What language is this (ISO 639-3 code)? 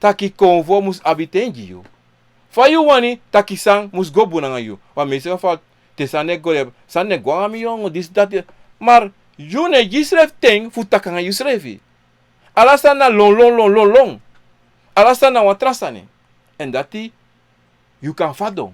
srn